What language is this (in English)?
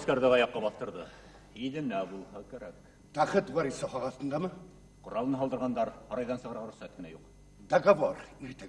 Bashkir